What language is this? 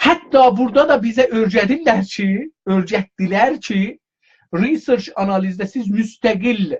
South Azerbaijani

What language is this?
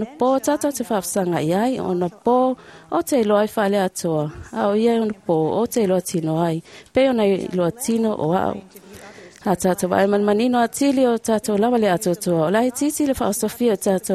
Samoan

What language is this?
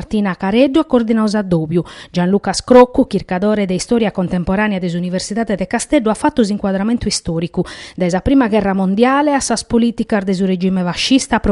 Sardinian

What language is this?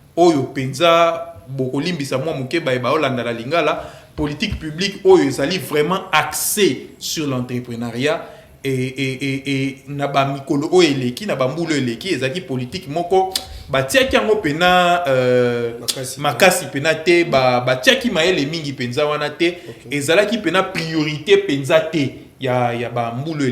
Lingala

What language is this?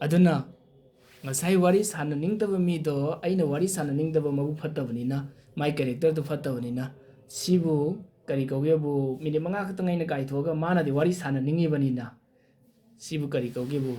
Manipuri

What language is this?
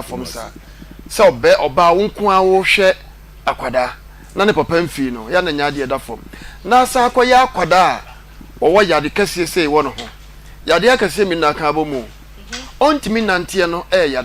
Akan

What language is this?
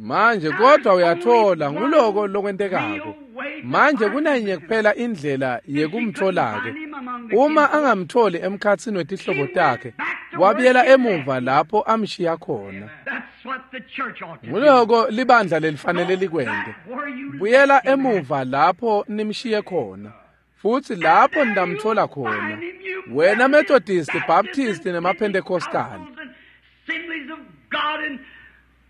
Swati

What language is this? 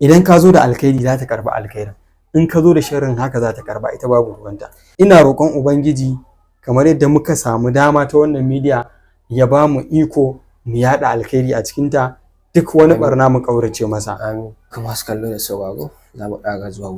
Hausa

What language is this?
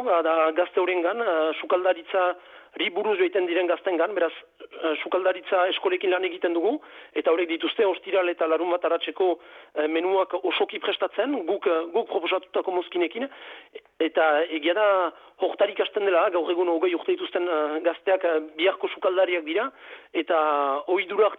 Basque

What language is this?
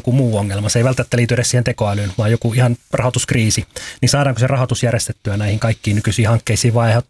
Finnish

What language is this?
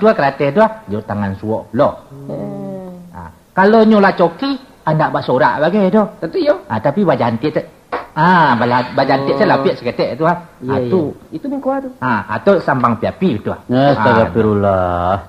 Minangkabau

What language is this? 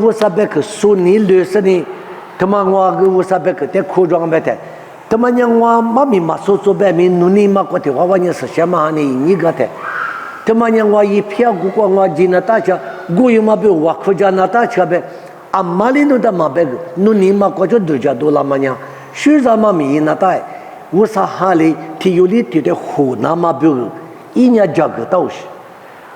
Lisu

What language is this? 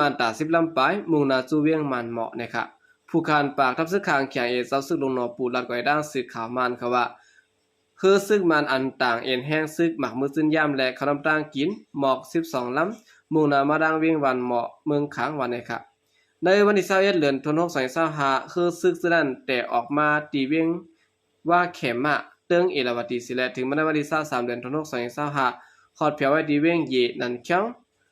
Shan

